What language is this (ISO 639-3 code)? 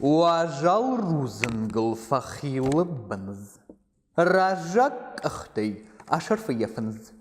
oss